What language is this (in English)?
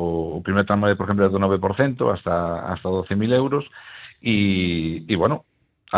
Galician